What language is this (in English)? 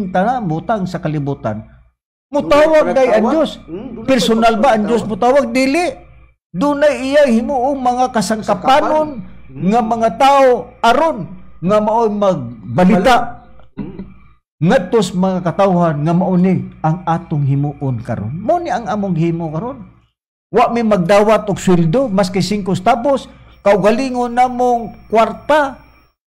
Cebuano